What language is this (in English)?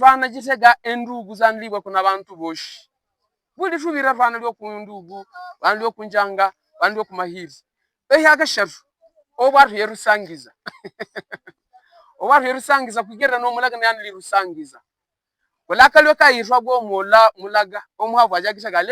Havu